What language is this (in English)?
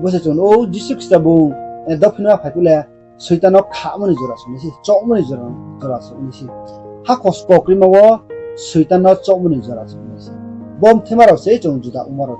Riang (India)